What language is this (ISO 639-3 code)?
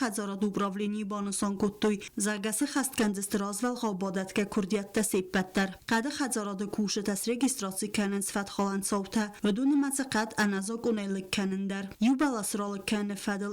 oss